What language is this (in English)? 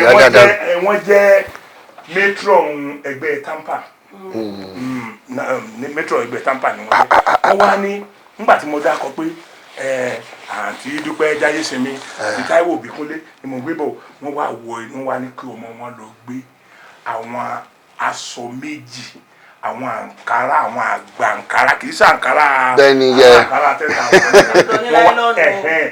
Yoruba